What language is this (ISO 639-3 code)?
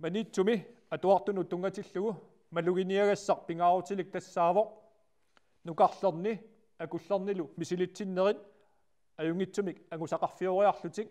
kal